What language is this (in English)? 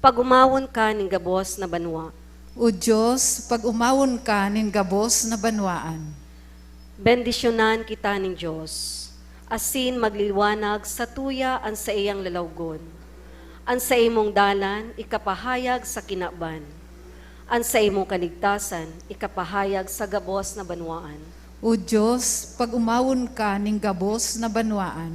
Bikol